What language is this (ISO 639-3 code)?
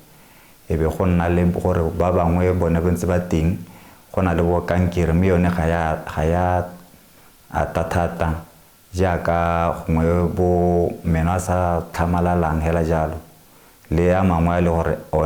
tsn